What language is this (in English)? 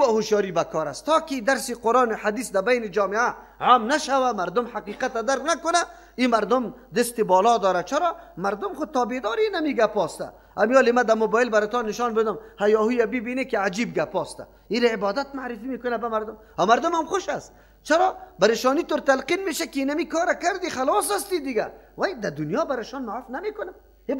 Persian